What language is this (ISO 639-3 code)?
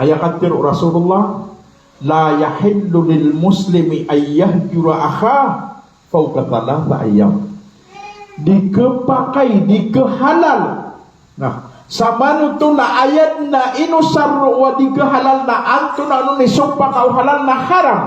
mrw